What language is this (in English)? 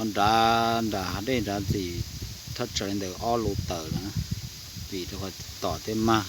Hmong